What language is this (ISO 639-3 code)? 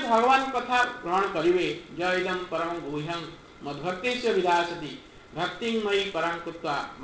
ori